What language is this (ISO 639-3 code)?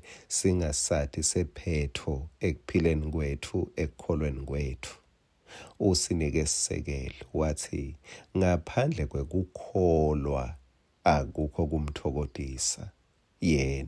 ssw